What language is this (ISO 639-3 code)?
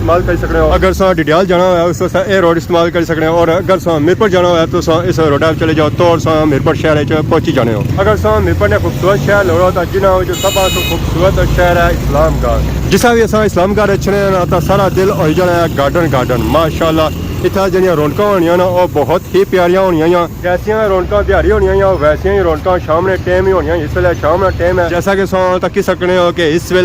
phr